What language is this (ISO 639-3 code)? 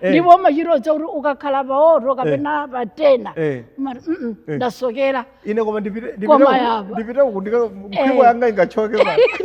nya